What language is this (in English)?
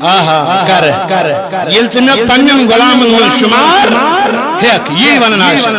Kashmiri